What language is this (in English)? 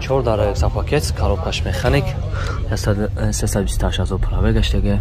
Tajik